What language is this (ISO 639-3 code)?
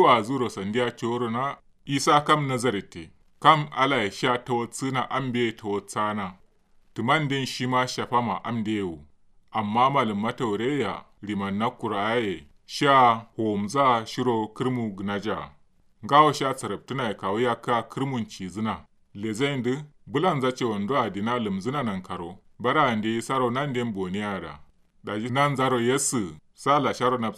kau